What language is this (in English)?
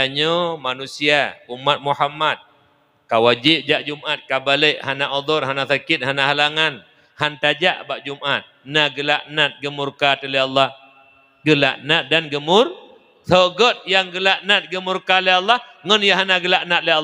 Achinese